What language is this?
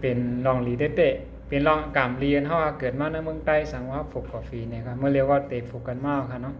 Shan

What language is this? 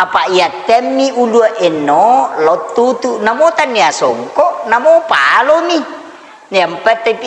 Buginese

